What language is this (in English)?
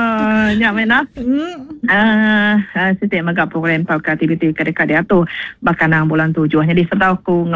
Iban